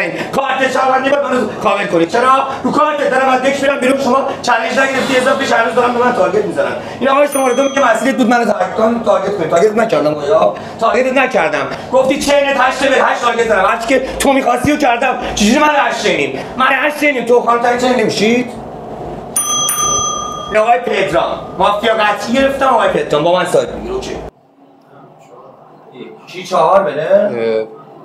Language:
Persian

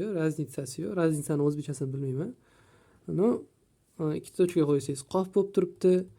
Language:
Uzbek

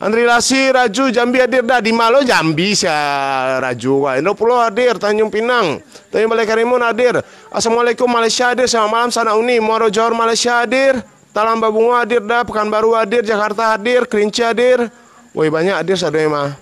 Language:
Minangkabau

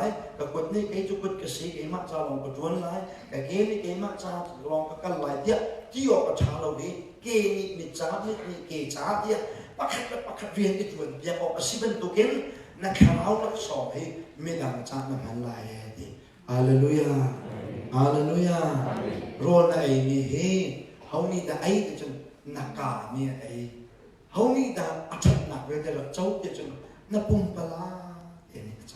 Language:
Hakha Chin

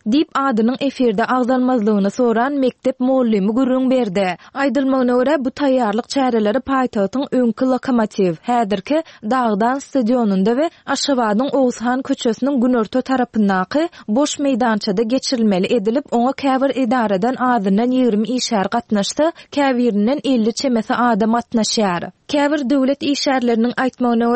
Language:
Turkmen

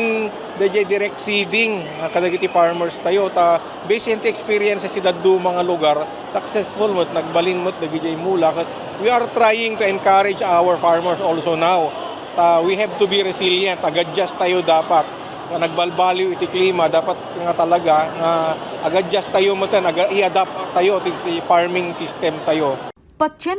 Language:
Iloko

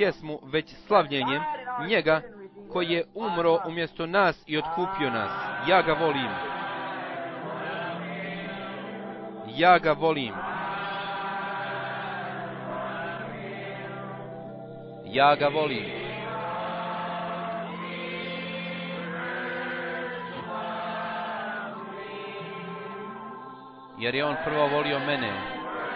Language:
Bosnian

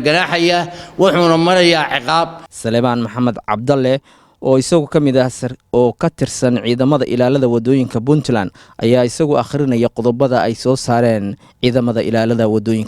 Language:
Somali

